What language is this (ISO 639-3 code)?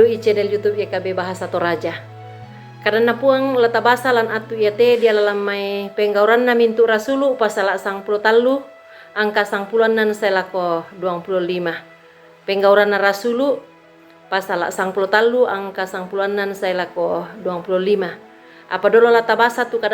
sda